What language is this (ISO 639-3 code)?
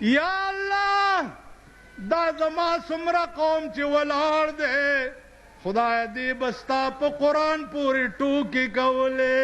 pus